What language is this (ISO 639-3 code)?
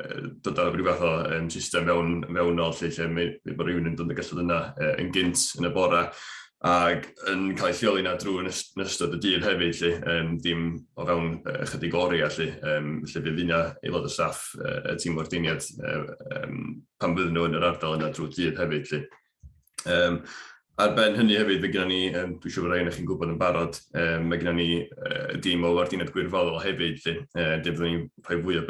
cym